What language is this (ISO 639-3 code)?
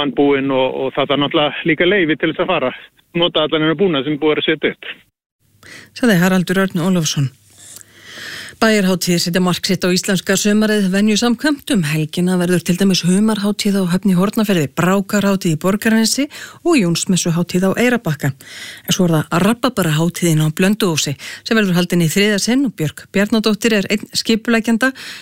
isl